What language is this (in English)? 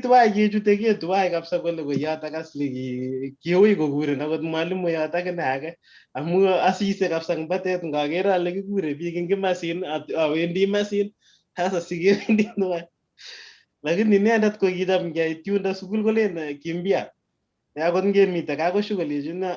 Kalenjin